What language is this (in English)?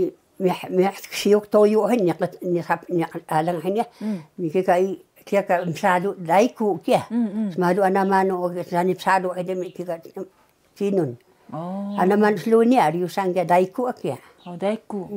Taroko